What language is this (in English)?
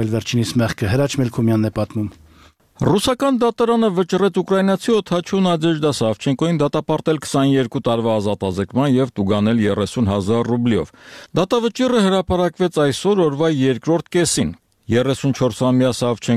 Armenian